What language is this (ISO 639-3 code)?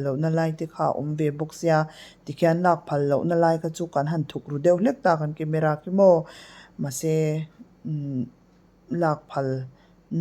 lus